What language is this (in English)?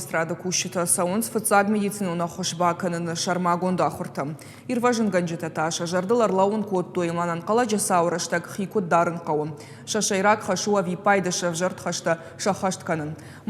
Ossetic